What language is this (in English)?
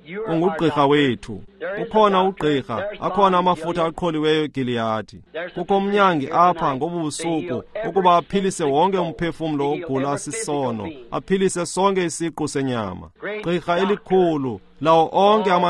Xhosa